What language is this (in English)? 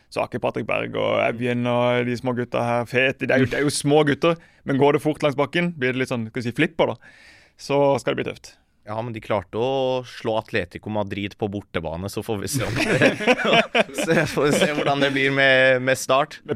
Norwegian